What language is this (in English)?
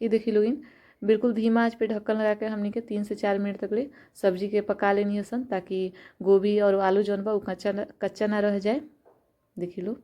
Bhojpuri